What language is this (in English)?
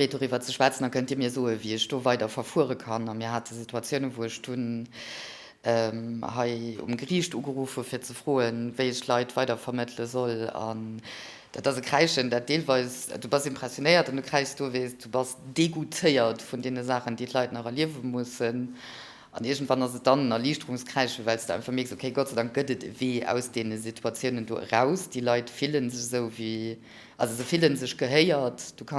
Luxembourgish